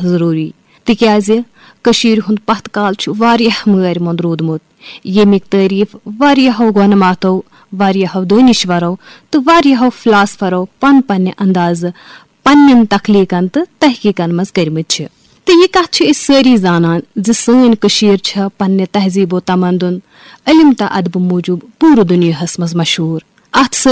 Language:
Kashmiri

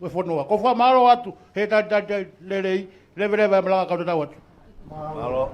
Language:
Tongan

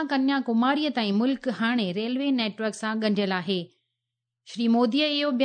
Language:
Sindhi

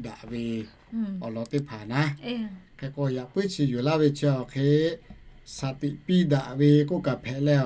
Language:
Lahu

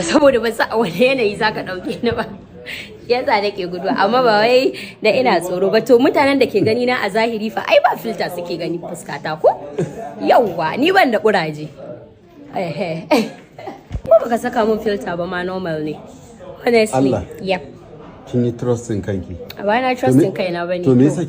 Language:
Hausa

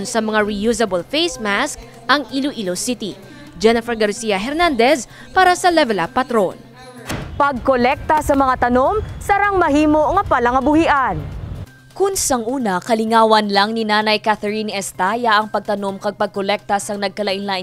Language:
Hiligaynon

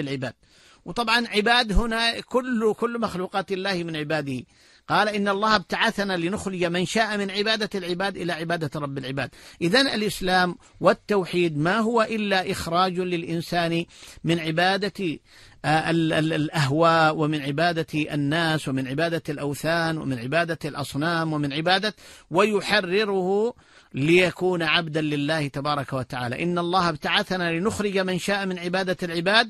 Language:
Arabic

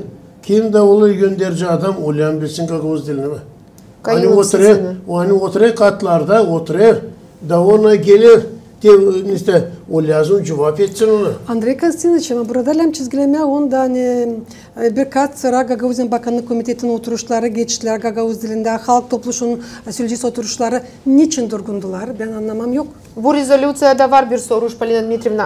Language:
Gagauz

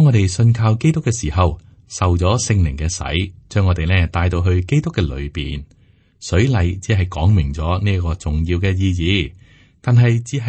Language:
Cantonese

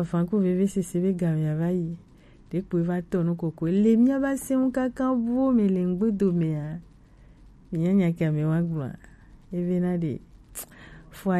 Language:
Gen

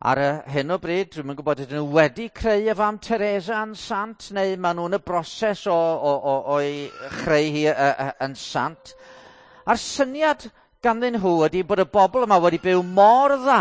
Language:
Welsh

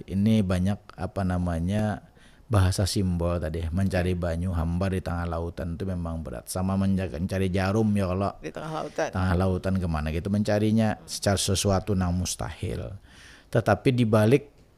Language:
Banjar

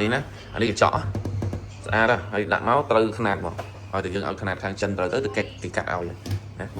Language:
Khmer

